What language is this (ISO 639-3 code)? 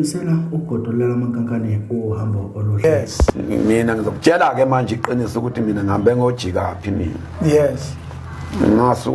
zul